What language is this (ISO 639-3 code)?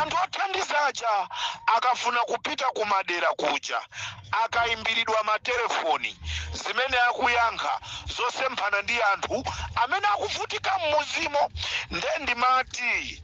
nya